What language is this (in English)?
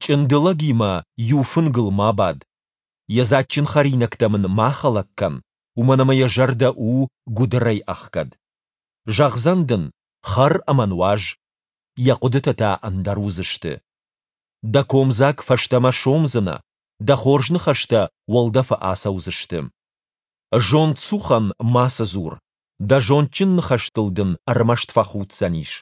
Ossetic